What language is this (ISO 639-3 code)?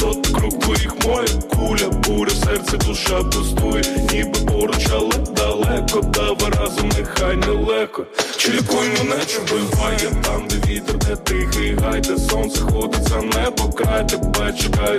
ukr